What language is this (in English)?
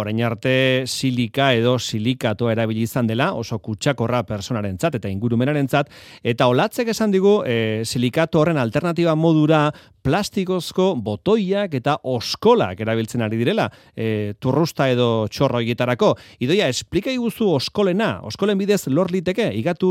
Basque